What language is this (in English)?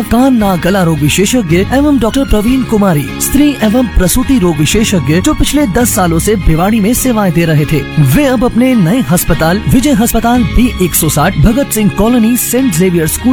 Hindi